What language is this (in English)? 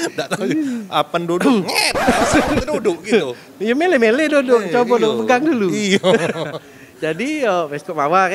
Musi